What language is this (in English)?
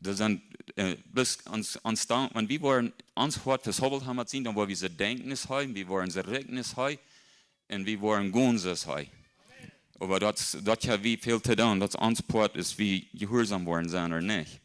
Plautdietsch